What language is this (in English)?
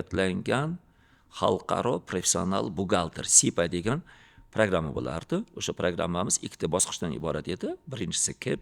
Uzbek